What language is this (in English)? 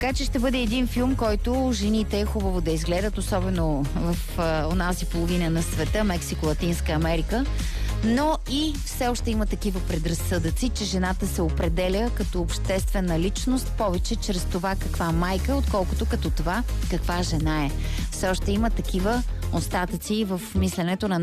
Bulgarian